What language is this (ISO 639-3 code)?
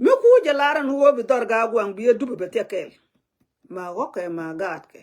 nus